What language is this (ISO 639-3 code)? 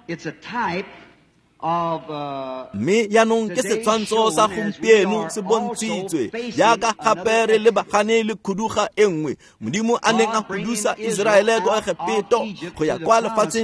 tsn